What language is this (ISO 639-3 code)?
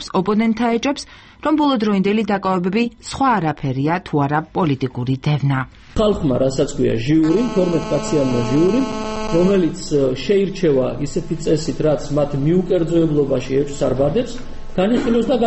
kat